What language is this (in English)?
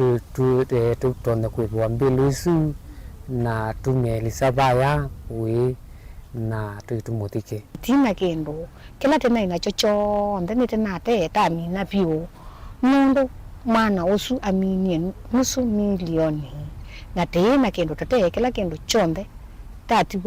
Kamba